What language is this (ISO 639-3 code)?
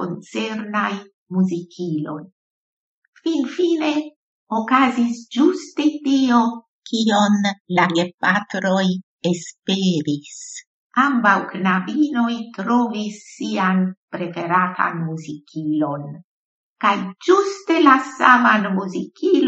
epo